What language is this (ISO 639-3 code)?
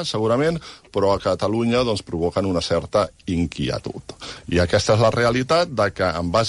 cat